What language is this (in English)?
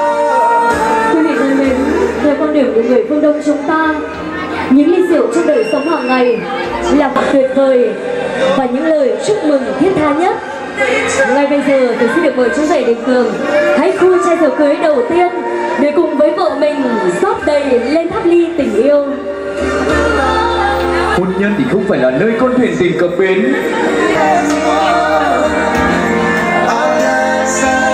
Vietnamese